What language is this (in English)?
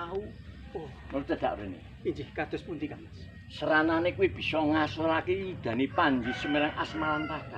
Javanese